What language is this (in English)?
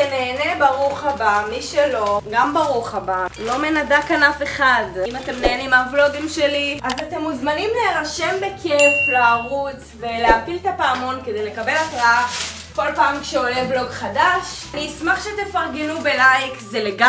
Hebrew